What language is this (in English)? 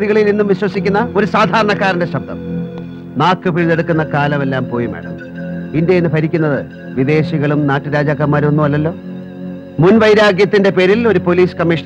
Malayalam